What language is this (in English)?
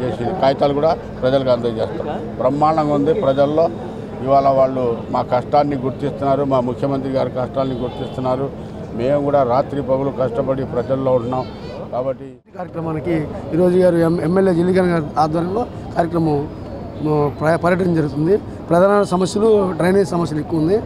Telugu